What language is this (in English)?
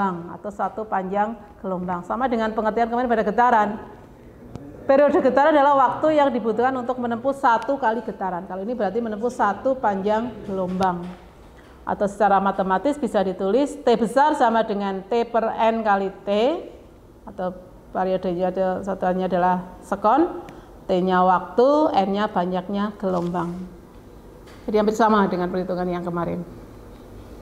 Indonesian